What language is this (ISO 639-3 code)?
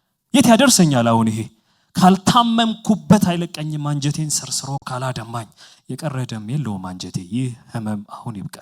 amh